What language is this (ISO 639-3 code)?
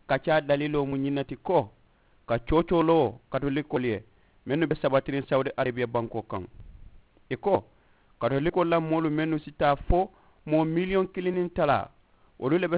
man